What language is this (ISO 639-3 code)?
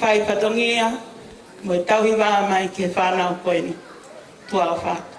ton